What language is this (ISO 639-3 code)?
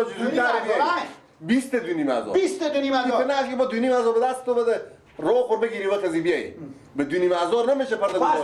fas